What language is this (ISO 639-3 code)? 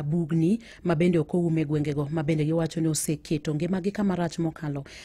luo